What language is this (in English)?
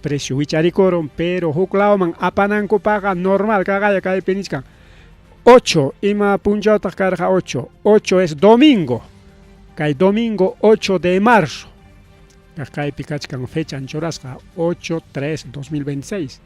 Ayacucho Quechua